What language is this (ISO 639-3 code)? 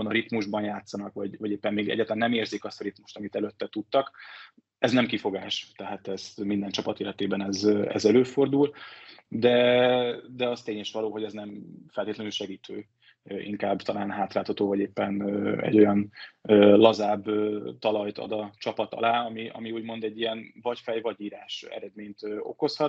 hun